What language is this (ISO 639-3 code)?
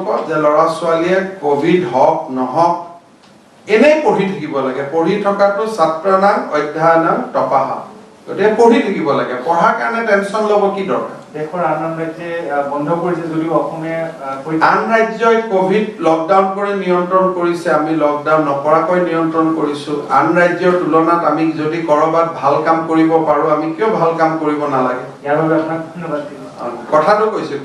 asm